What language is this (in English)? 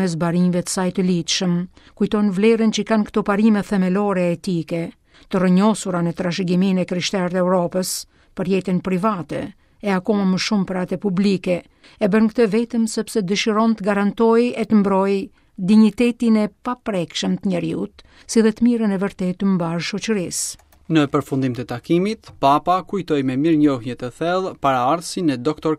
Albanian